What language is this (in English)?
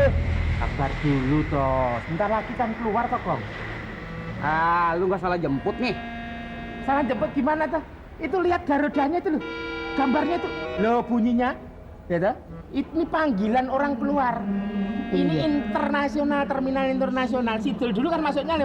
Betawi